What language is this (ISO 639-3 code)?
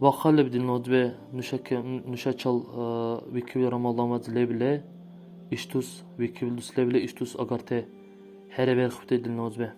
dar